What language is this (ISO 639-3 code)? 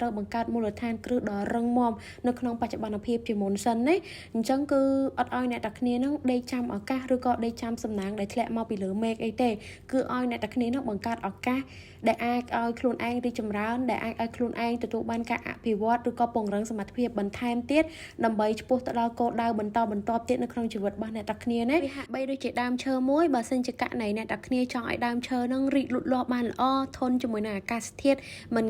khm